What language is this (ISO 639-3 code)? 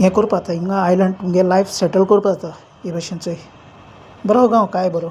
kok